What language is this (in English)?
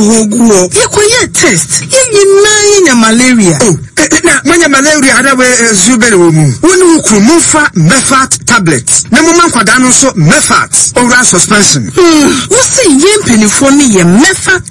Akan